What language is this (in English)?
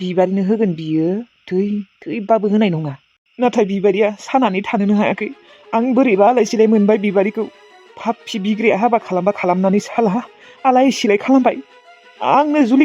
Bodo